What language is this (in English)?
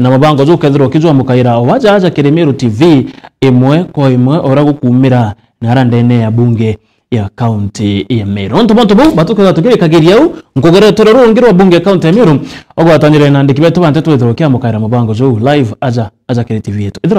Meru